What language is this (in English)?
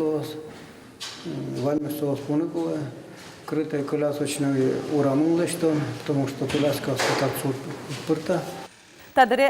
Udmurt